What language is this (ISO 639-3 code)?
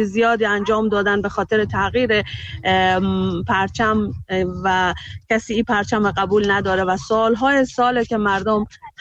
fas